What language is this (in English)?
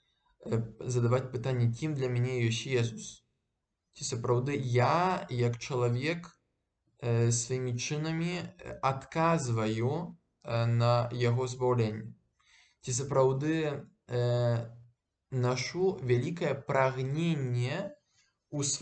Belarusian